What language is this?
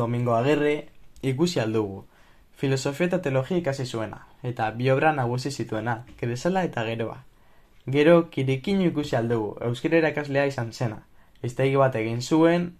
Basque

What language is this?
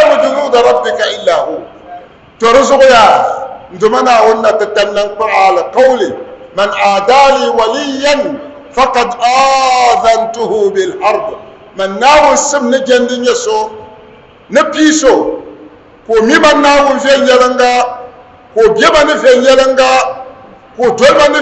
Dagbani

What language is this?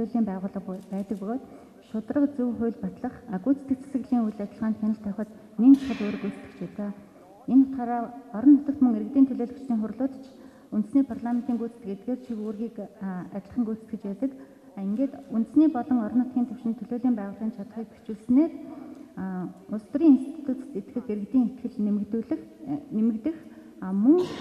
Mongolian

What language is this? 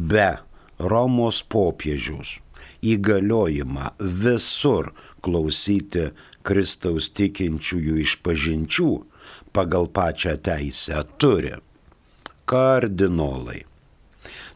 Lithuanian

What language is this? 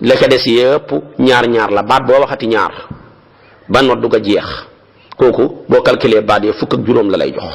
Wolof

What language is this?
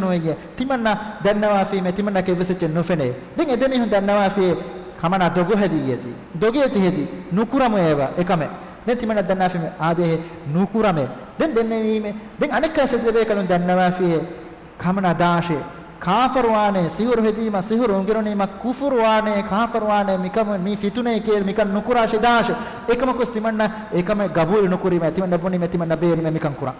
Divehi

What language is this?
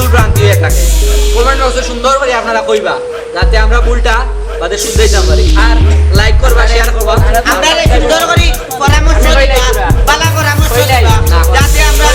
Sylheti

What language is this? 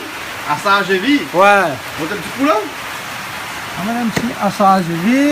Réunion Creole French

